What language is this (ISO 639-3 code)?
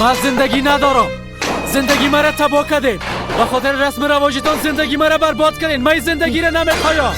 fas